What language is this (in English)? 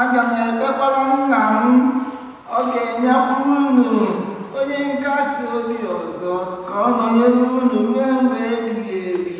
Igbo